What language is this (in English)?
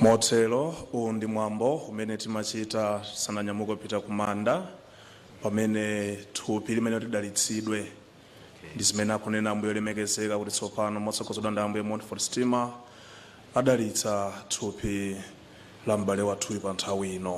Nyanja